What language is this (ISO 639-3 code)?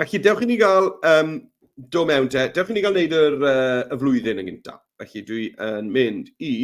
cym